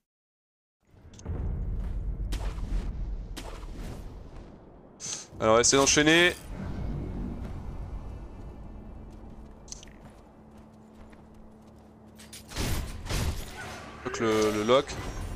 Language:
French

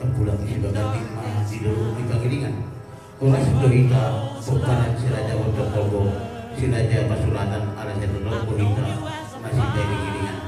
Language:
Batak Toba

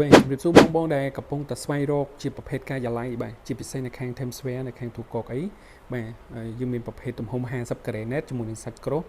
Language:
Khmer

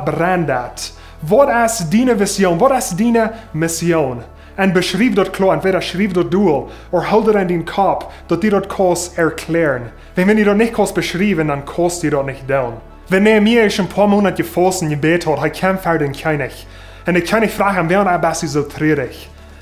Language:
Plautdietsch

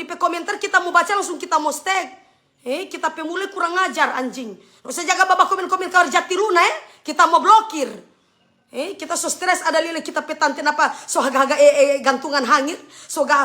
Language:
Manado Malay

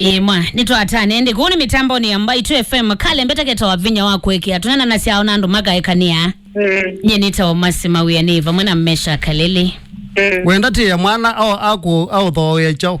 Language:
Kamba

